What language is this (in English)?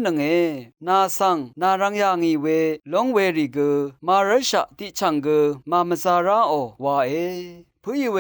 Rawang